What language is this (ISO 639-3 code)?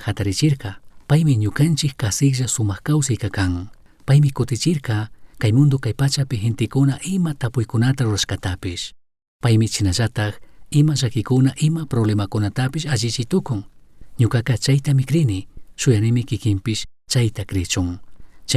qug